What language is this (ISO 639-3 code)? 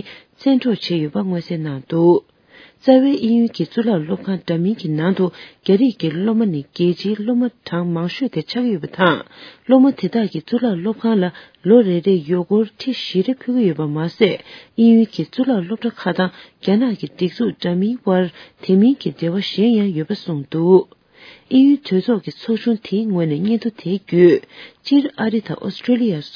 bod